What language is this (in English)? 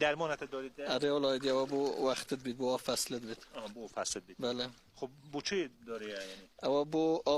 Kurdish